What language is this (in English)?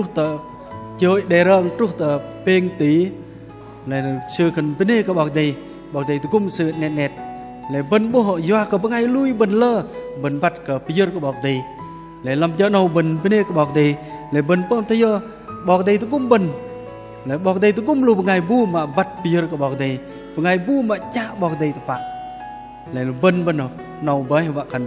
Bahnar